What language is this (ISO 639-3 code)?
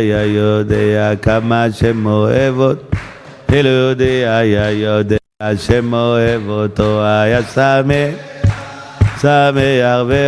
heb